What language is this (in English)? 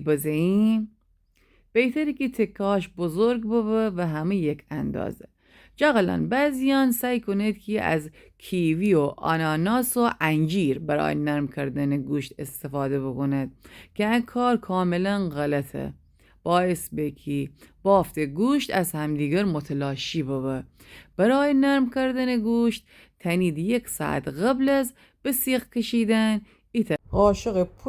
Gilaki